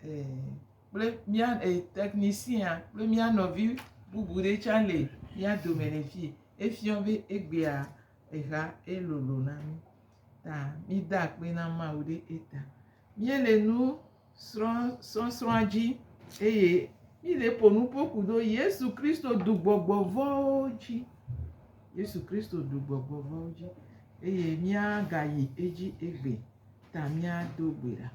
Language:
Gen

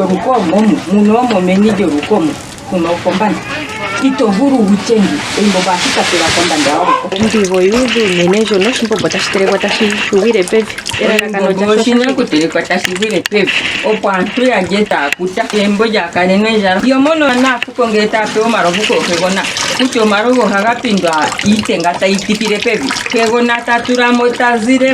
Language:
Ndonga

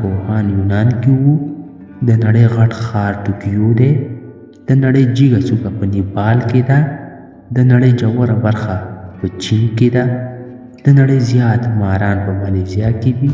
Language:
Pashto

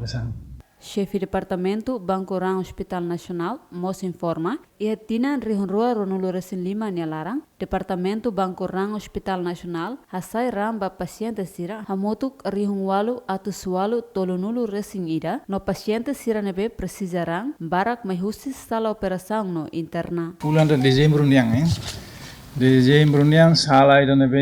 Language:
Tetum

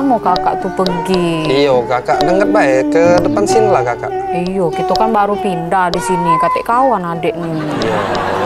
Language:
Musi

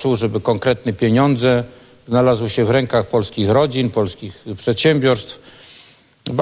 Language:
Polish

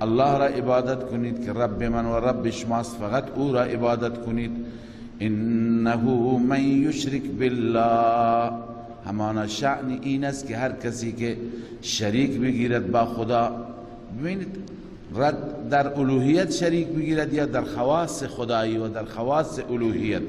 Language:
Persian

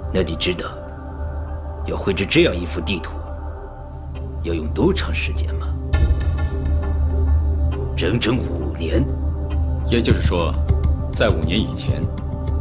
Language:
Chinese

